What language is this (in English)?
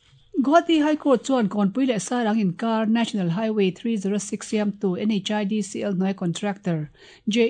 Mizo